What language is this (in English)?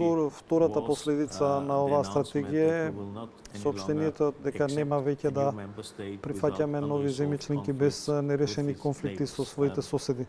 Macedonian